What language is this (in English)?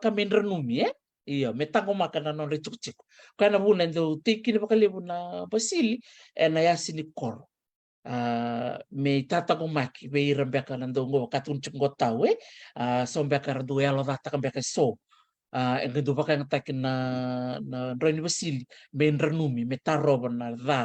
Fijian